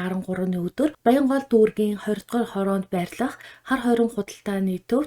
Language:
Mongolian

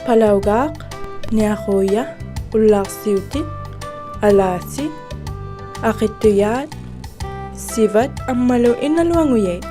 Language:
Inuktitut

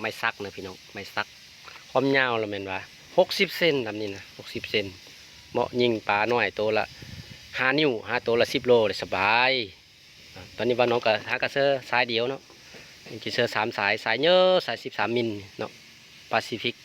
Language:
Lao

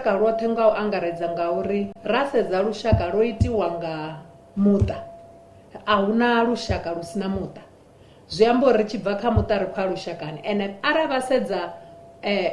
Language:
Venda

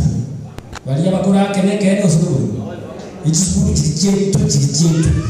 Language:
Gusii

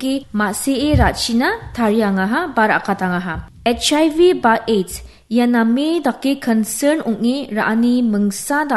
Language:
Garo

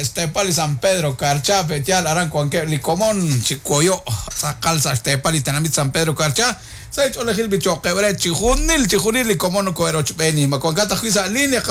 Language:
Kekchí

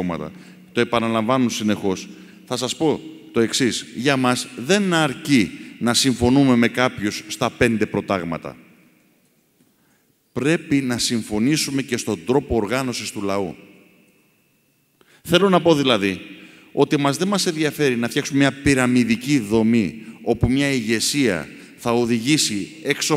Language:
Greek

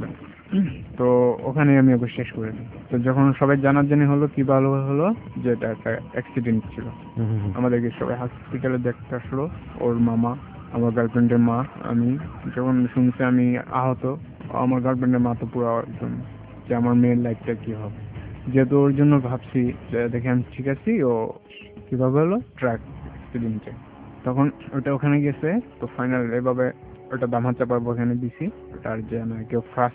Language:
Bangla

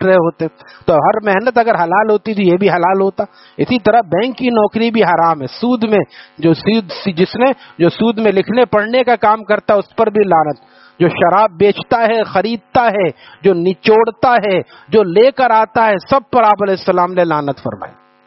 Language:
Urdu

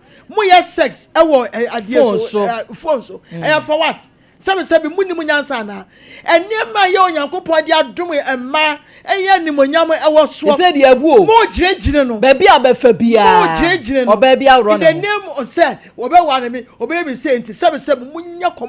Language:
Akan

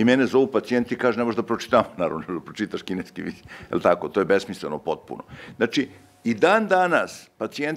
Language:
Serbian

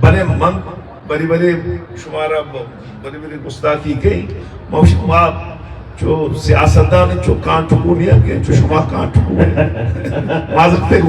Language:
Eastern Balochi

